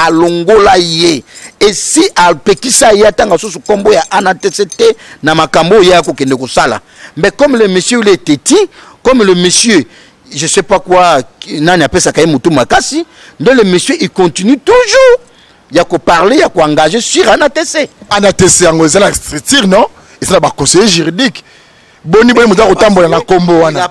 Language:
Lingala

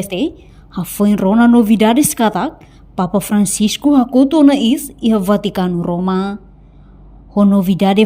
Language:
Tetum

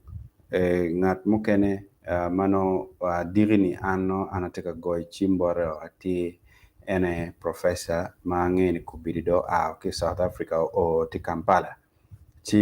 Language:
Acoli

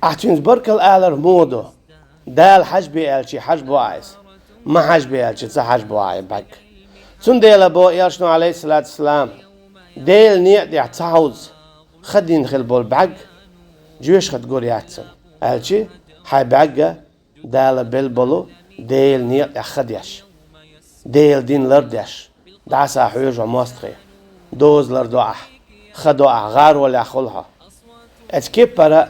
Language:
Chechen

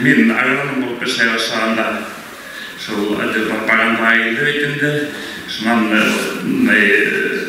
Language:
Bashkir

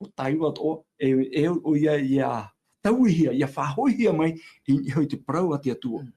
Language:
Tahitian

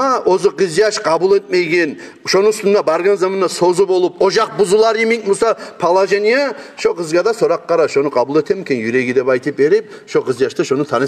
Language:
Kumyk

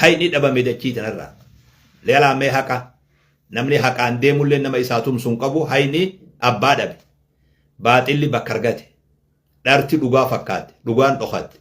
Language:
Oromo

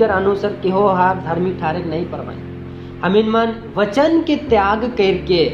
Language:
Sadri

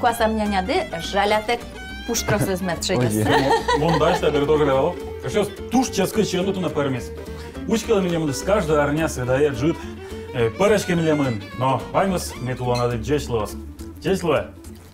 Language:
Udmurt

